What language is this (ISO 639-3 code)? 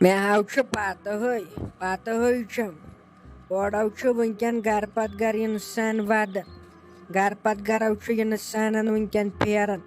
kas